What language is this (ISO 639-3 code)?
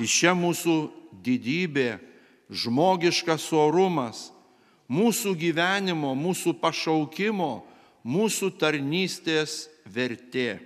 lit